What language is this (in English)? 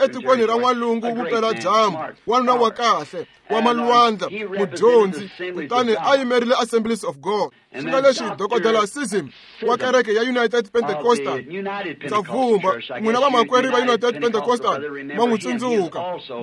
Tsonga